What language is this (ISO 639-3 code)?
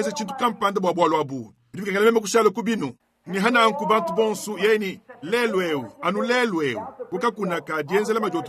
lua